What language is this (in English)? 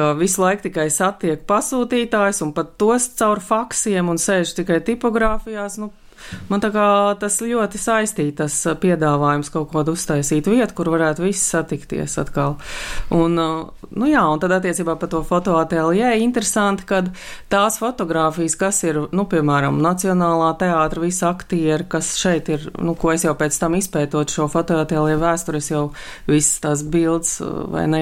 Latvian